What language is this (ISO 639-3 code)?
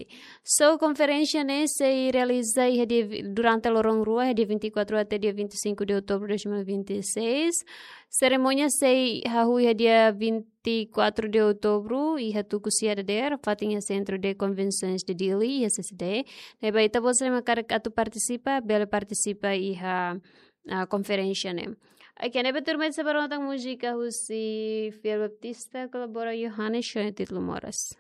tet